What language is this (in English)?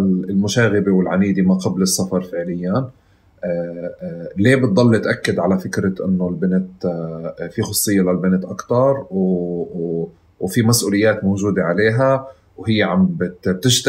North Levantine Arabic